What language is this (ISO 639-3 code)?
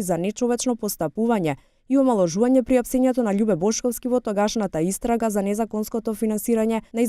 mkd